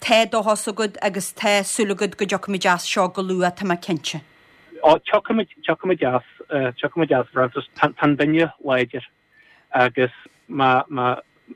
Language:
Irish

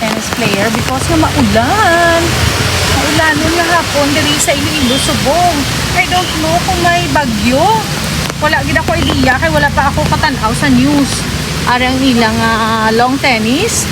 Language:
Hiligaynon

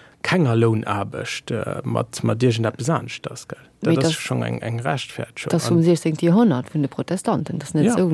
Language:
Luxembourgish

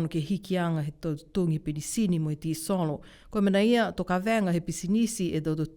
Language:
Niuean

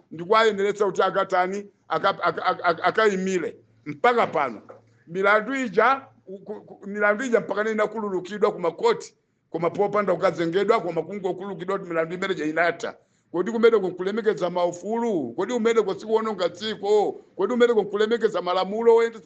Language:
Nyanja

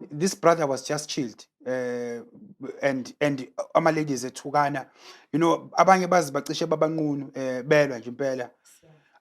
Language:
Zulu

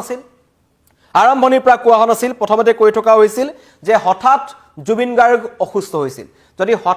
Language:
Assamese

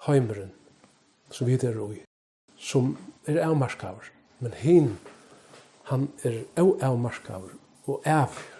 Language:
Faroese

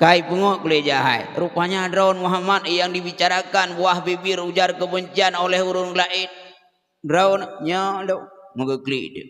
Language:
Achinese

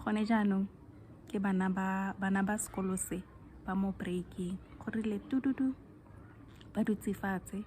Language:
Tswana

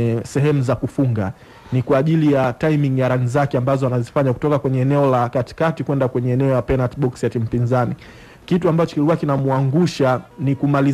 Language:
Swahili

